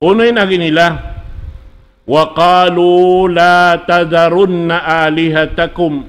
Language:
Tausug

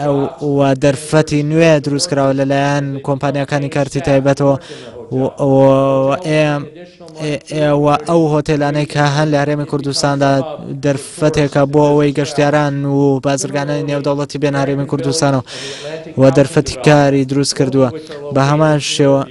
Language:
Central Kurdish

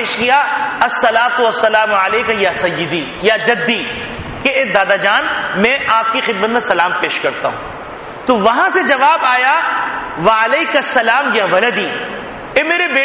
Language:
Urdu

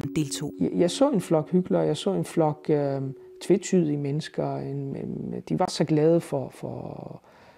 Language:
Danish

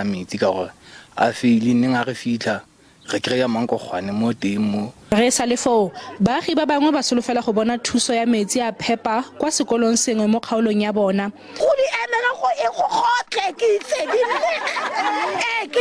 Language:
Tswana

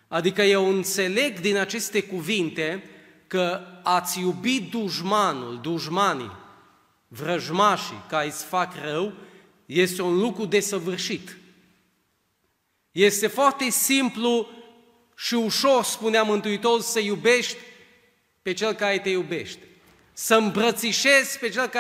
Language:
Romanian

